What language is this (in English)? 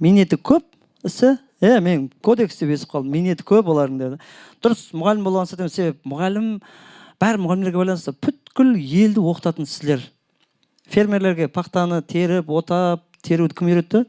Kara-Kalpak